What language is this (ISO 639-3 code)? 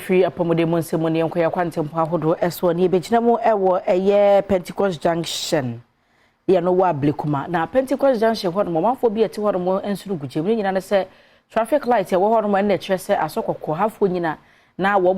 aka